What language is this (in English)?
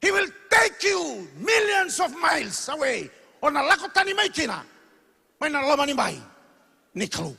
Fijian